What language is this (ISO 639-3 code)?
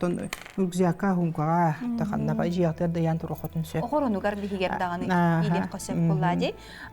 sah